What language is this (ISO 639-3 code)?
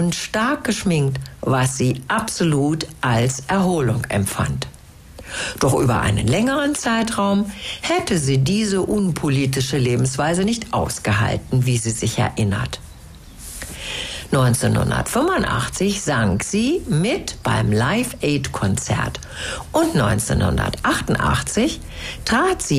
deu